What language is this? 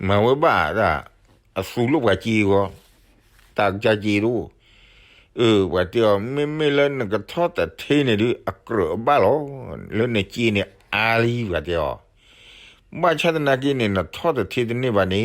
S'gaw Karen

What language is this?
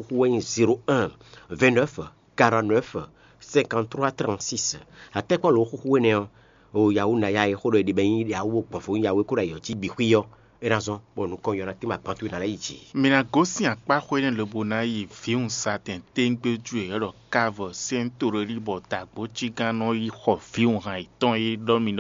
Fon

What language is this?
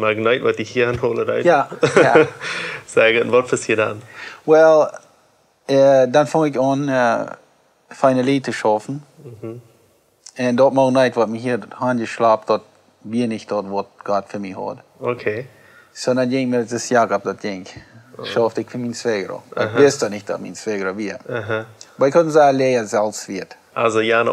Plautdietsch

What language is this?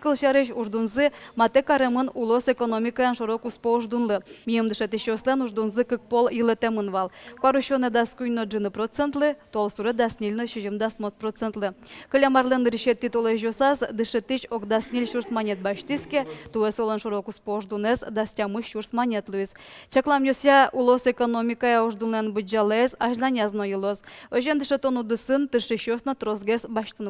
Udmurt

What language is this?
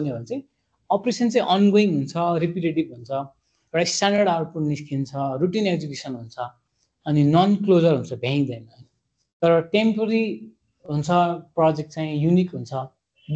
Nepali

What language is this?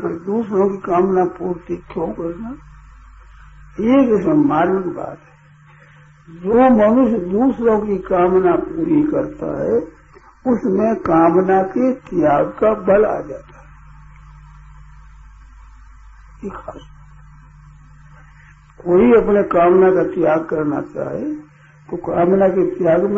Hindi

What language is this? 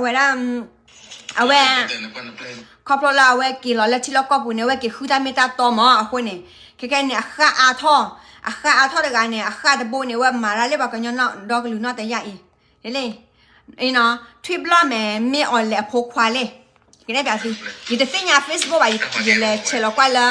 S'gaw Karen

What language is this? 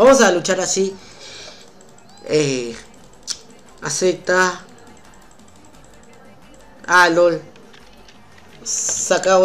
Spanish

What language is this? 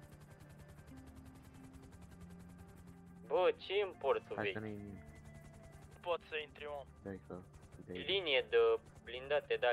Romanian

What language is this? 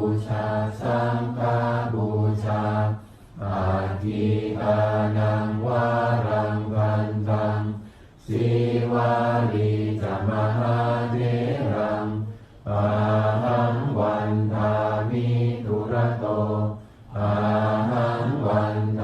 Pali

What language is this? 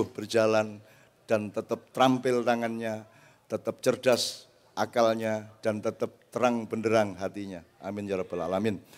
Indonesian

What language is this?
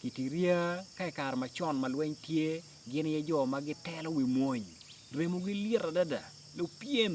Acoli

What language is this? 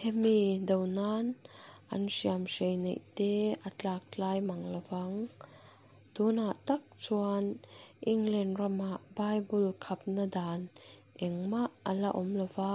Mizo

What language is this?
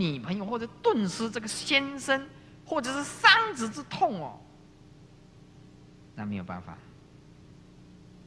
Chinese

